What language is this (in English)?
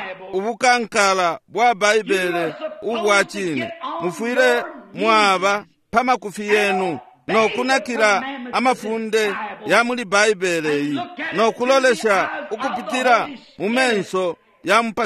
Bemba